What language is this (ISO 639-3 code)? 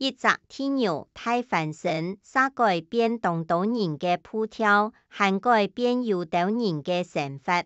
hak